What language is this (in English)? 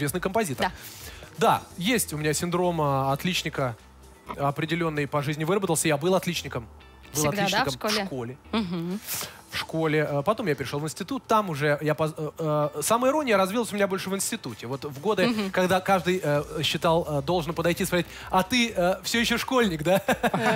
Russian